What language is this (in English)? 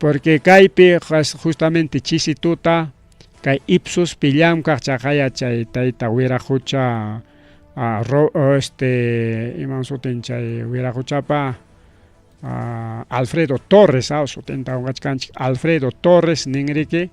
Ayacucho Quechua